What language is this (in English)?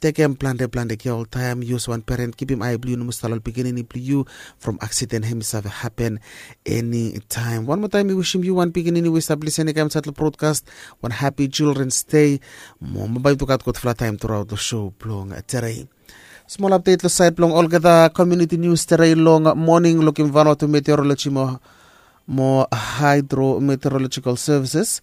Bislama